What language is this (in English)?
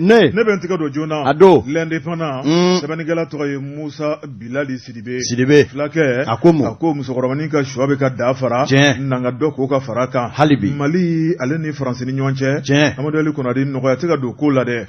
Bambara